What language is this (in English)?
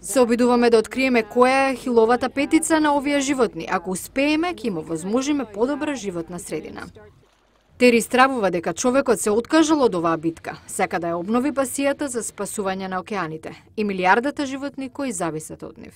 Macedonian